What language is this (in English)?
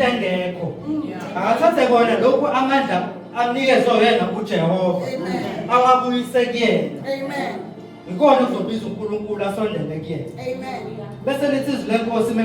Zulu